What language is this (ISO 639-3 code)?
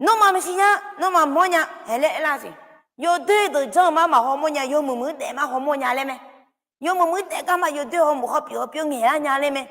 ahk